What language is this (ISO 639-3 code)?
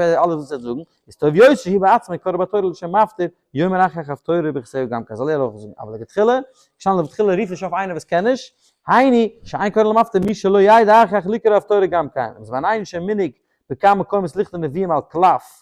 yid